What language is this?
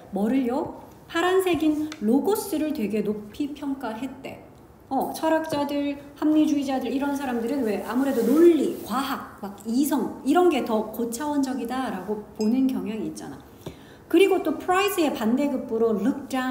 Korean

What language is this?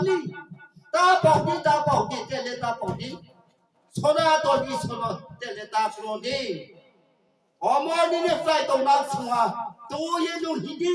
Riang (India)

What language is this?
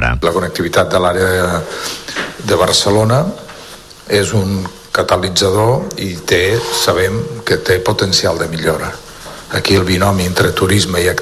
Catalan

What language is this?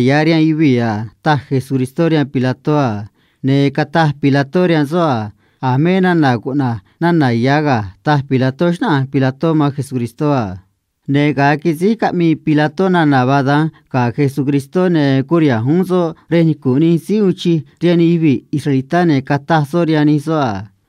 Copala Triqui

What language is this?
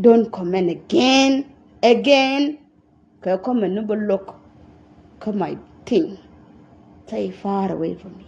Nuer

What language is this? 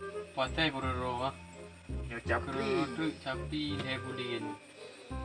Achinese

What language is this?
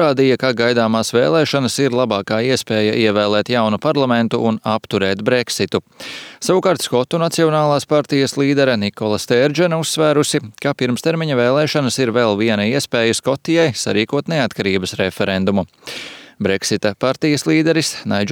Latvian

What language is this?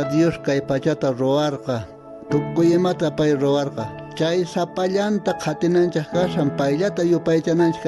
South Bolivian Quechua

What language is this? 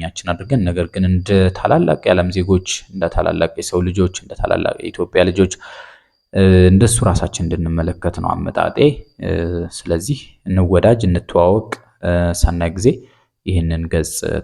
Amharic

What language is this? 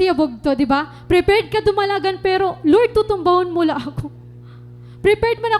Waray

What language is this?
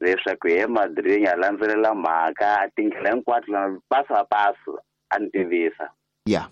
Tsonga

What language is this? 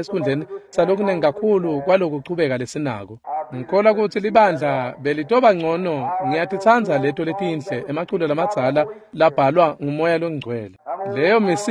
Swati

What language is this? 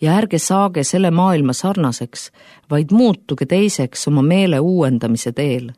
Estonian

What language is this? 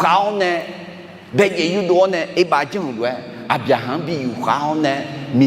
Akha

